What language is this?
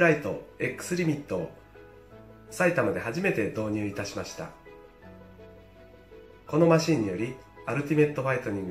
Japanese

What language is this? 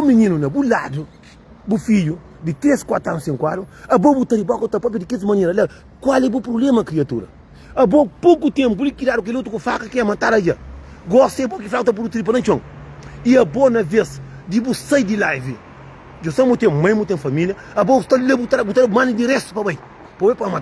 Kabuverdianu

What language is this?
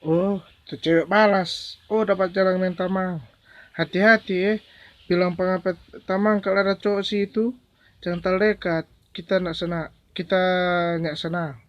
Manado Malay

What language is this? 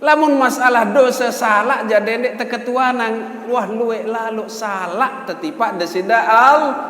Sasak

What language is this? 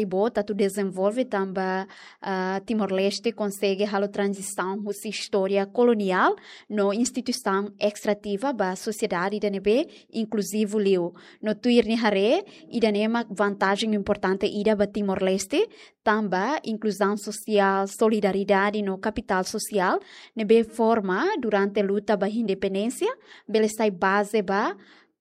Tetum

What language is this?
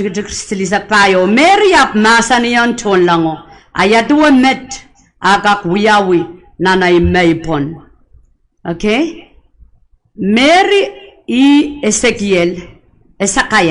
Pohnpeian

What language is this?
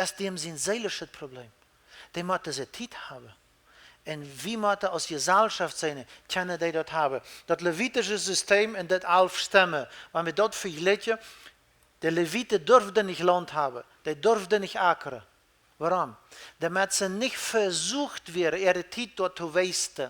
Plautdietsch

